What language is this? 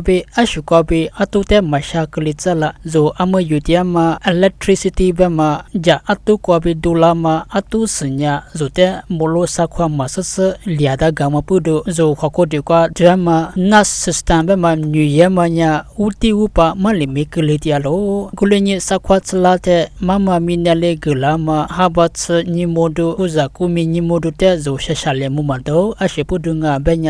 Lisu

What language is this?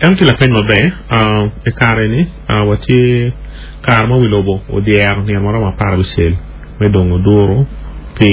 Acoli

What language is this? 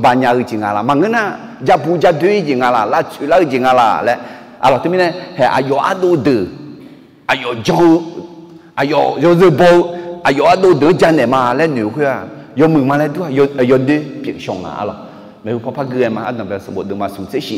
Akha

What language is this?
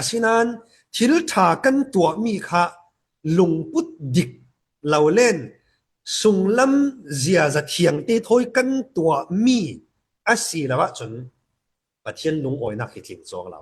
Falam Chin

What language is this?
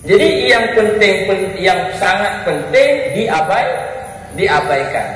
Achinese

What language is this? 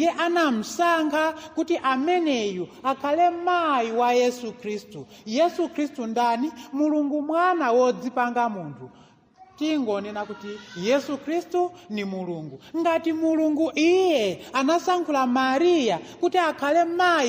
Nyanja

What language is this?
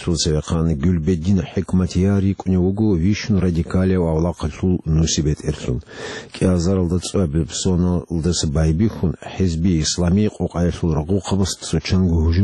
Avaric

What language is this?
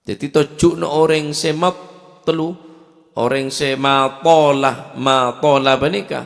Madurese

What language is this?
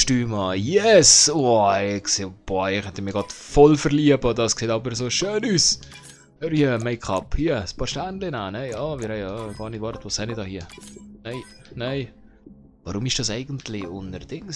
Swiss German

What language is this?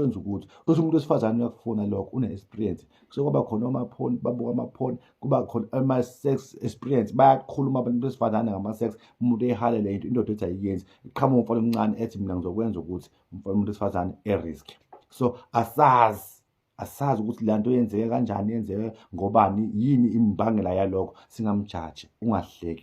Zulu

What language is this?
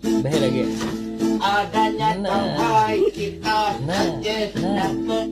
Banjar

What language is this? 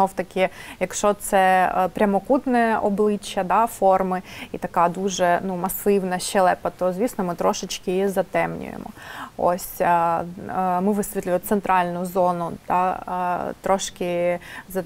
Ukrainian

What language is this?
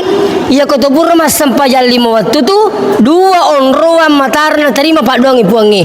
Buginese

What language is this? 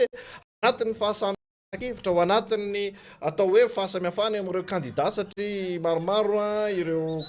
Malagasy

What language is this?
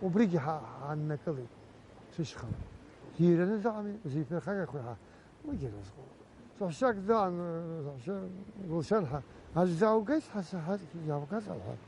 Abkhazian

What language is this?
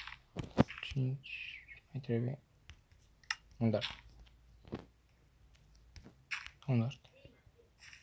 Romanian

